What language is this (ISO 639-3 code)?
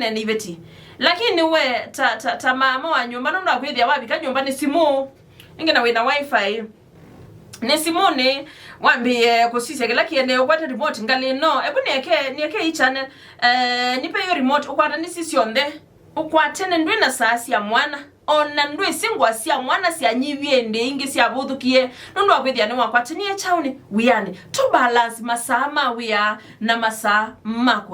kam